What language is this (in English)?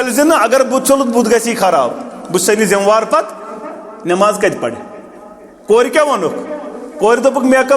Kashmiri